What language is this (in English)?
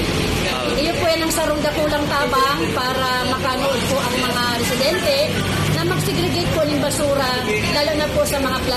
Bikol